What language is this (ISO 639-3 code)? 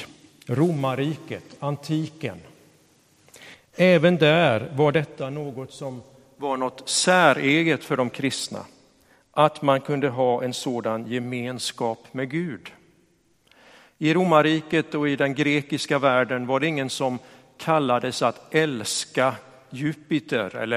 swe